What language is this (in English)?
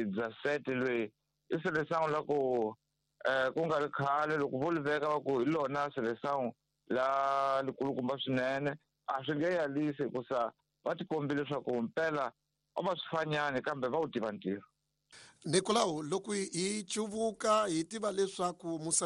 Tsonga